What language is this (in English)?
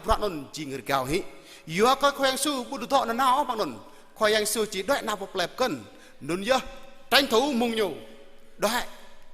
Jarai